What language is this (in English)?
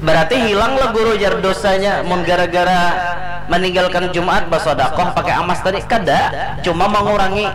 Banjar